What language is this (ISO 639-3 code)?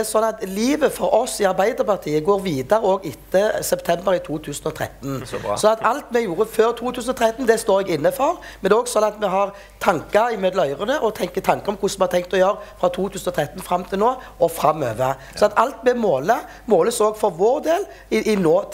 nor